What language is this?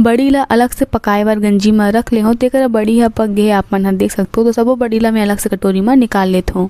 Chhattisgarhi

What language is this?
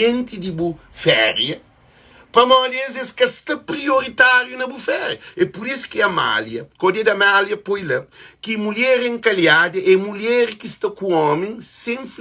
Kabuverdianu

